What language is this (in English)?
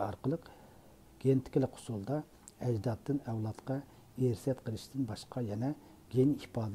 Uyghur